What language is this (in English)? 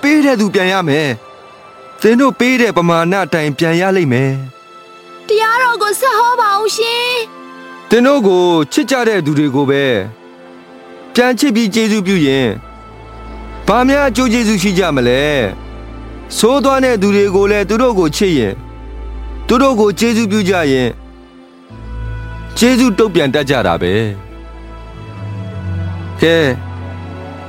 Burmese